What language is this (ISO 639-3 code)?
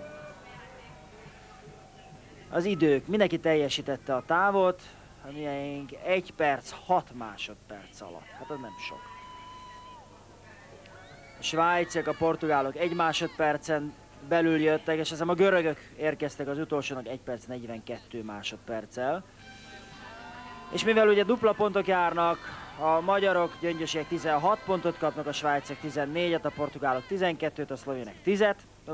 hun